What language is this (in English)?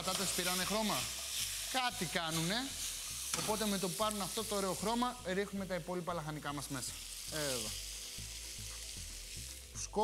Greek